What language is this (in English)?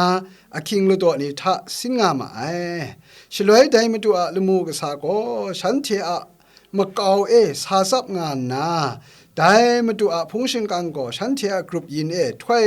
Kachin